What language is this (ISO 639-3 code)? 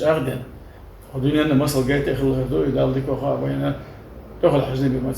che